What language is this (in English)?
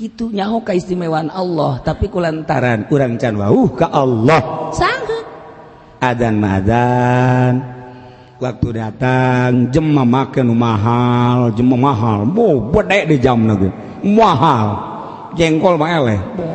Sundanese